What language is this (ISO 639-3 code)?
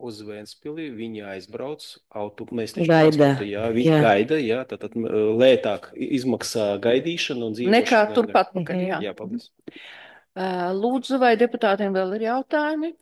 lav